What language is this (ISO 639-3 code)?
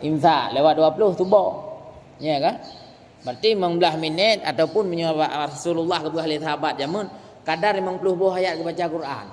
ace